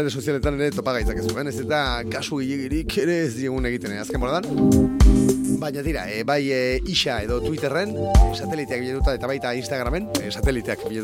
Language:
Basque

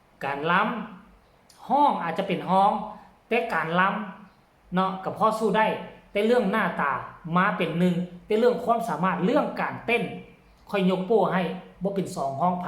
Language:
Northeastern Thai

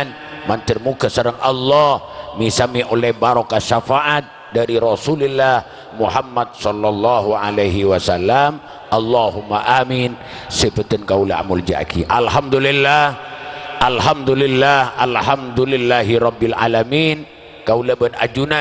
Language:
Madurese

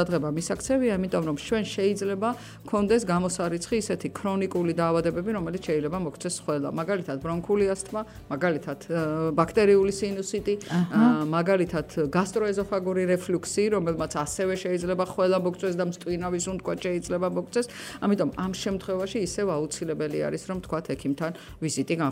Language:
Georgian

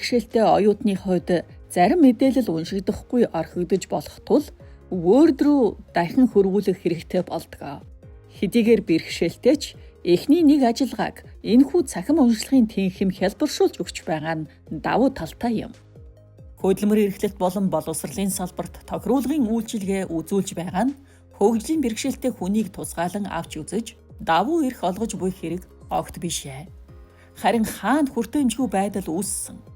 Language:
Mongolian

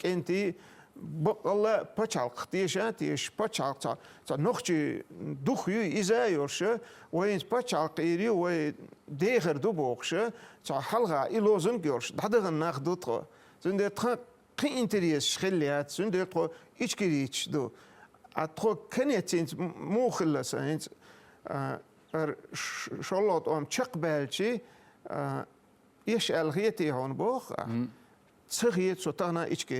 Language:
Chechen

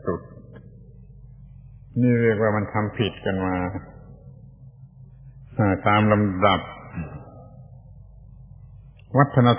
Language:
Thai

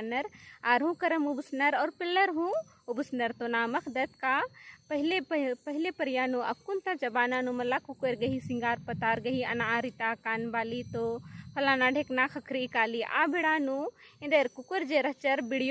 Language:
Kurukh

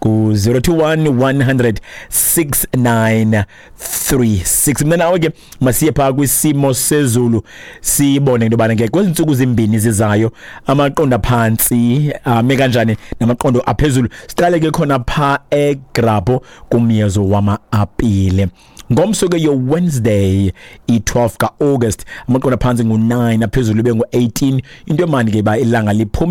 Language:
Xhosa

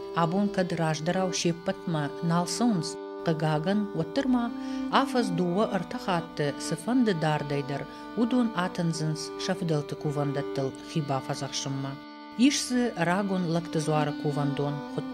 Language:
Ossetic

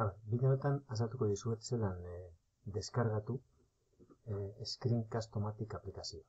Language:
Basque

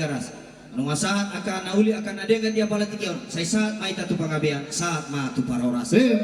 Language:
Batak Toba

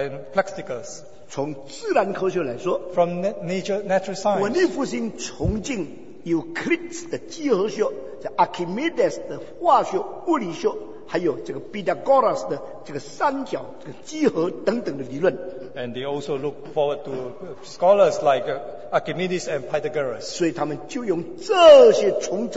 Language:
Chinese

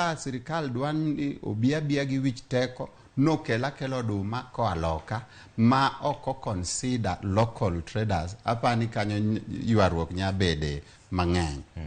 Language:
Luo (Kenya and Tanzania)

